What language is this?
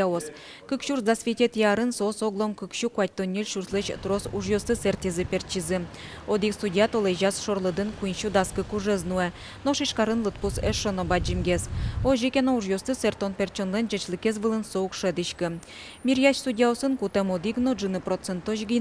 Udmurt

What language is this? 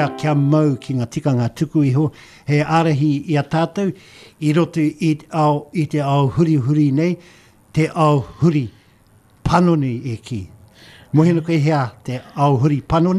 Māori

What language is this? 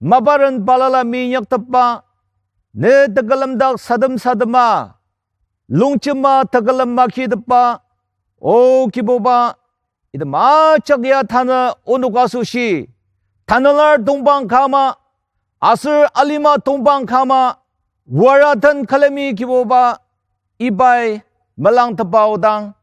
Ao Naga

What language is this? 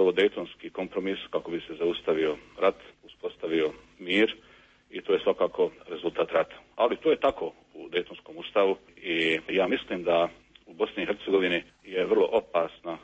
Bosnian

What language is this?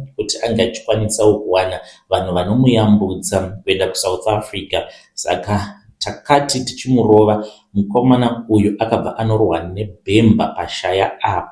Shona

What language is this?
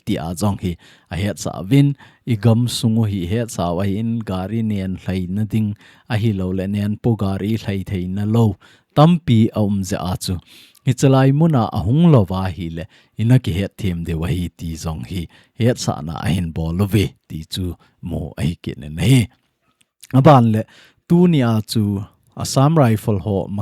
Thado Chin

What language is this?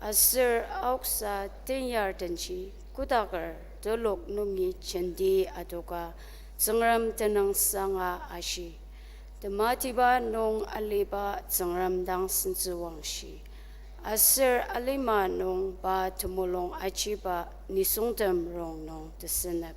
Ao Naga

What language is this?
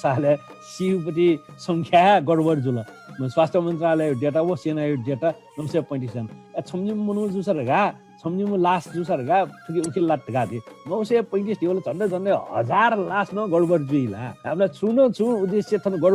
Newari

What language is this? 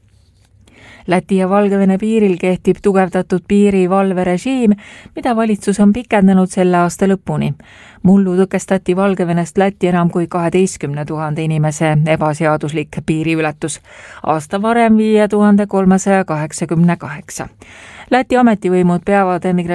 Estonian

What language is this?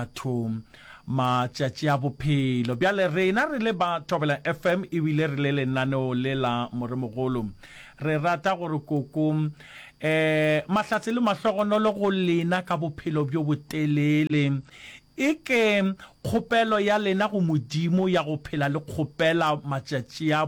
Northern Sotho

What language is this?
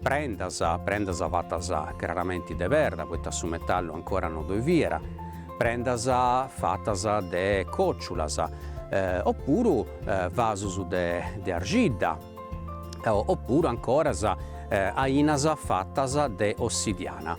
Sardinian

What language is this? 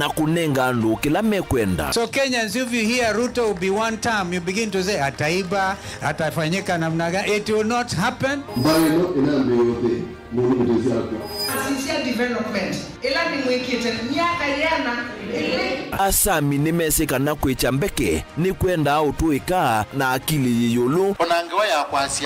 Kamba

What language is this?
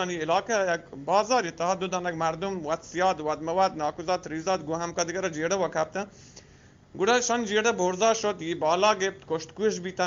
Eastern Balochi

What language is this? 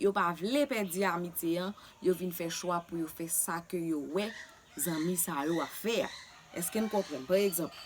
Haitian Creole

